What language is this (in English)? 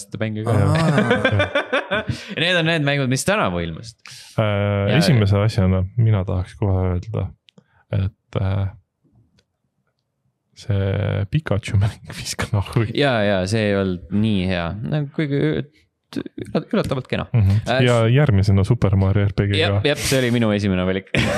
Estonian